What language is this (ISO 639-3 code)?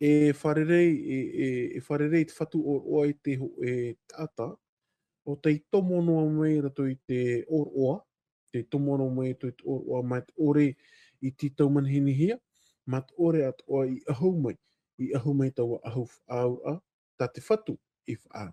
tah